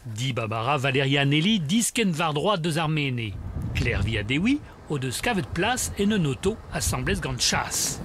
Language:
Breton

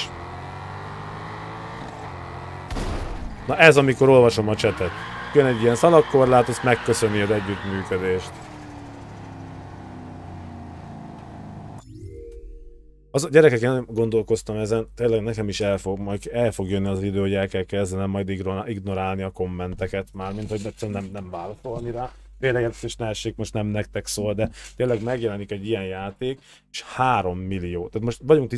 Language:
Hungarian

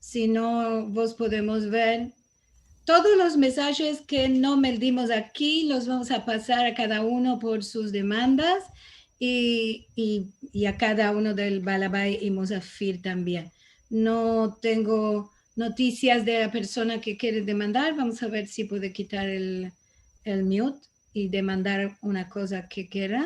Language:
Ladino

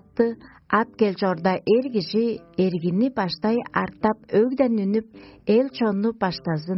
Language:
Tuvinian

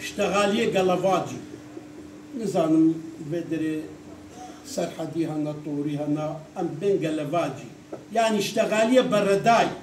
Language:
Kurdish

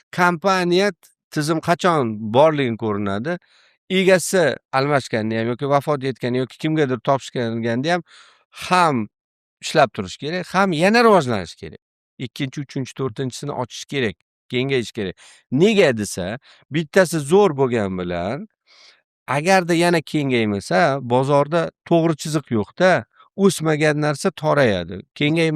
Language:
Uzbek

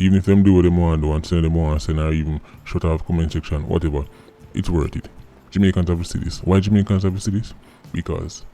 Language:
Jamaican Creole English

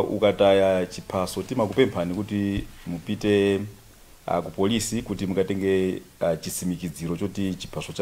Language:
Nyanja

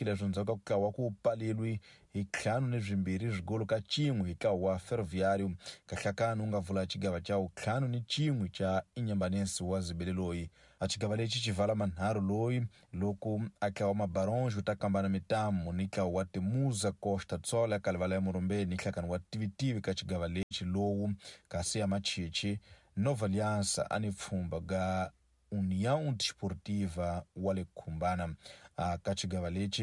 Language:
Tsonga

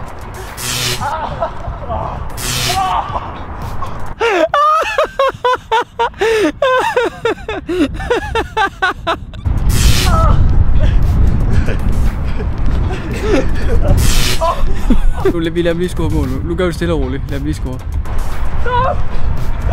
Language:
Danish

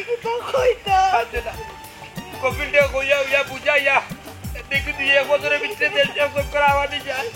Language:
Sylheti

